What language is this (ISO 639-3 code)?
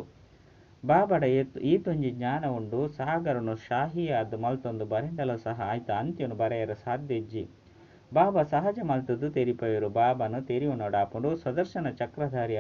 tcy